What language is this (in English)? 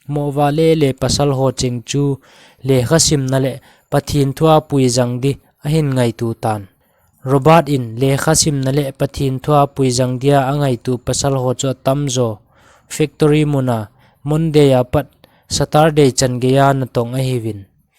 Thado Chin